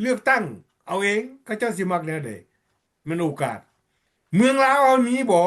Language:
Lao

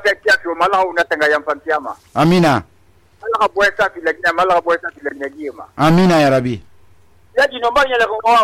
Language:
Susu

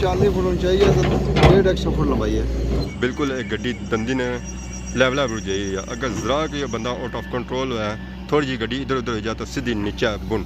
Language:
Pahari-Potwari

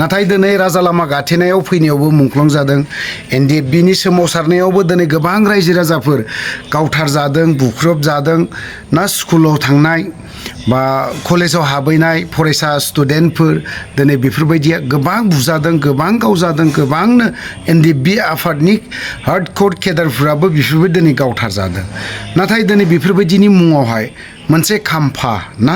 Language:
Bodo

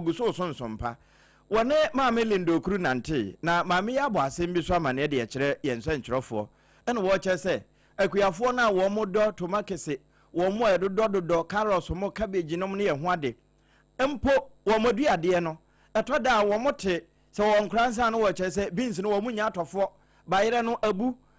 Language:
Akan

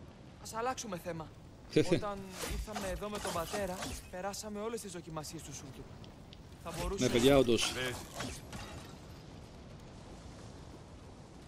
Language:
Greek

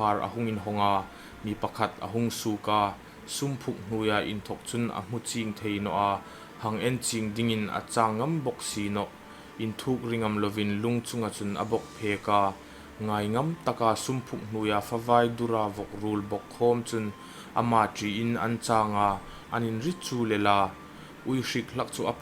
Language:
Hmar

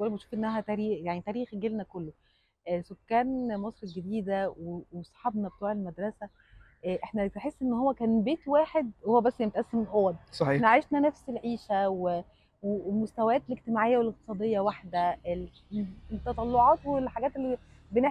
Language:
Egyptian Arabic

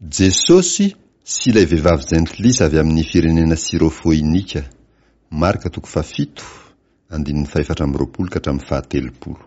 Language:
Malagasy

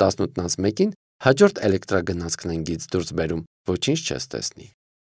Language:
Armenian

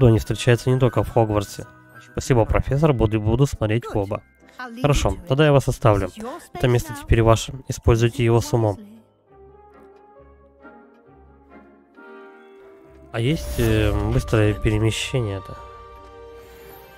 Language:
Russian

